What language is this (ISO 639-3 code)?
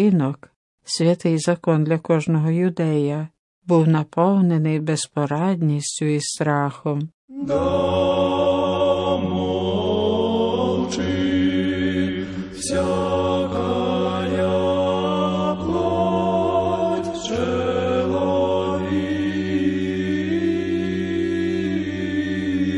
ukr